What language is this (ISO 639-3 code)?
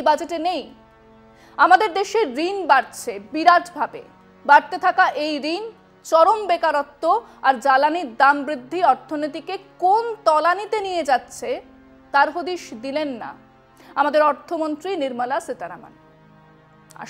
ben